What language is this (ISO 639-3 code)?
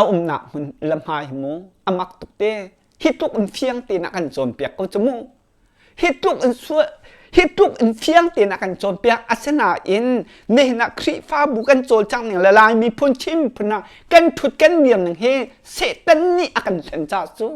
cnh